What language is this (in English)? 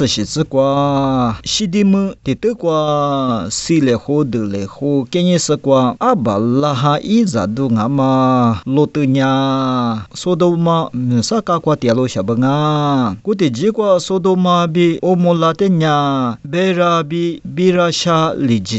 Lisu